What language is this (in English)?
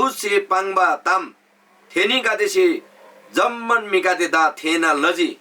Eastern Tamang